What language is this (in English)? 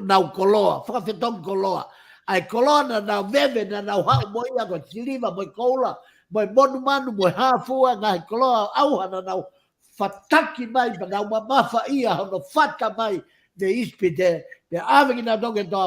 Tongan